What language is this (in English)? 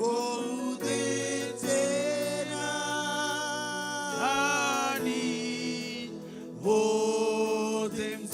Marshallese